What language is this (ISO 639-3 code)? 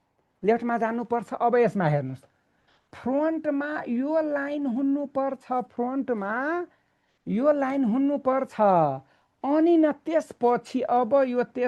nep